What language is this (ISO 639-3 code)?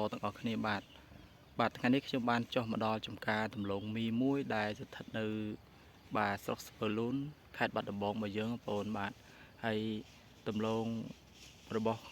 khm